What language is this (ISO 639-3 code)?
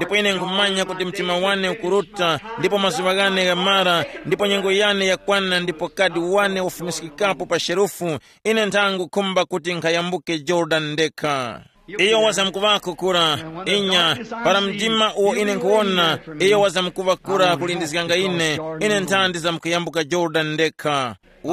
tum